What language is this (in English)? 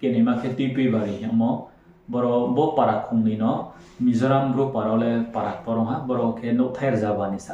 Riang (India)